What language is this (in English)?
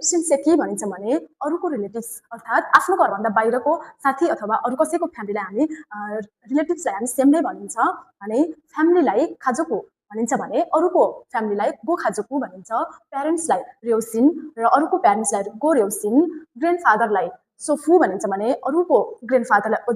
Nepali